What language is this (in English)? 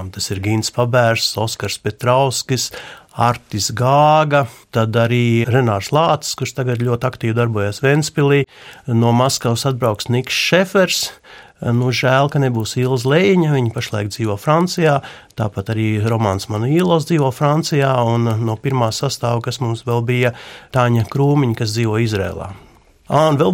Latvian